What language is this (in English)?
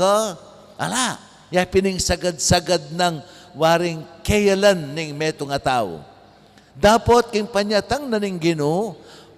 Pampanga